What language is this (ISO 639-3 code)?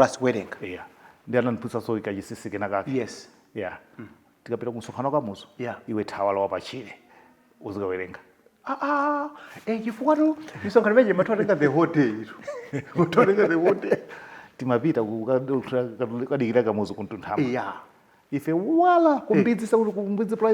nya